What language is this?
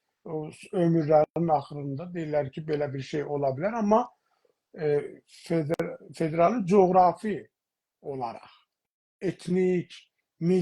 South Azerbaijani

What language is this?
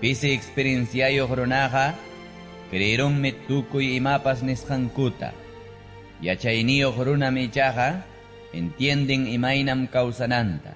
Ayacucho Quechua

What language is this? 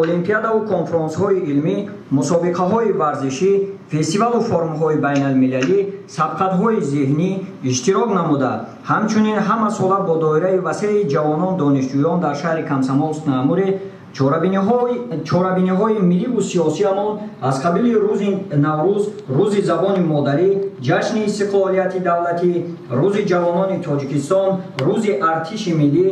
Tajik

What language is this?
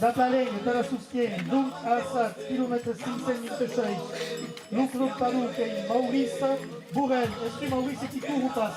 Occitan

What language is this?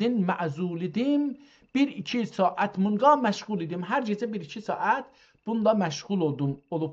South Azerbaijani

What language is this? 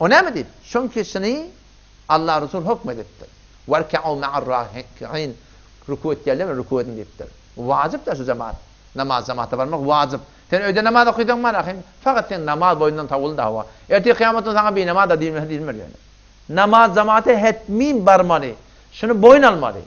Turkmen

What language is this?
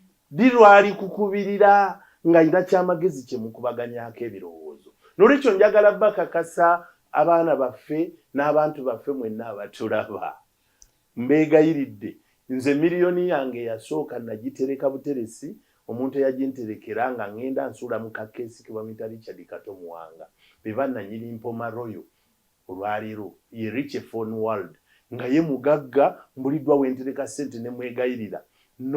Ganda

